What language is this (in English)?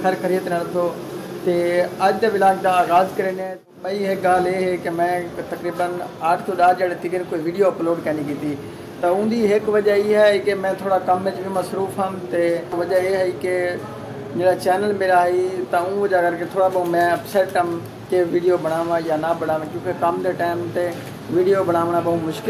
Saraiki